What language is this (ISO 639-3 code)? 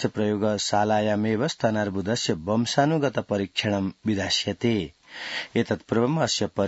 san